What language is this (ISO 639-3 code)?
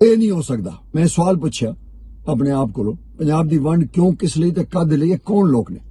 lah